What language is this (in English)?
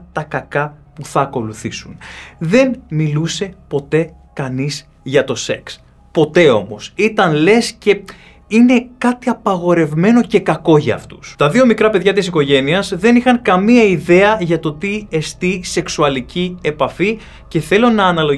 Greek